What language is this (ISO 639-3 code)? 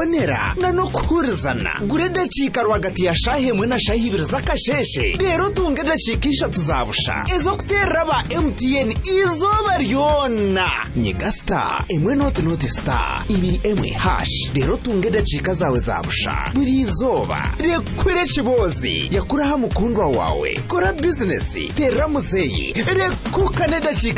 kin